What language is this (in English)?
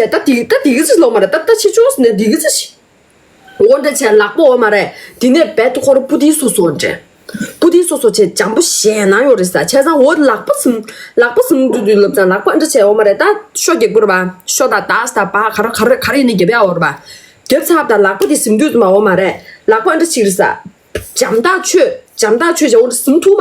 Tibetan